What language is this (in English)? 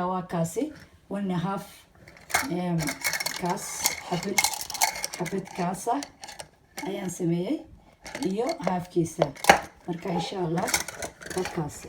Somali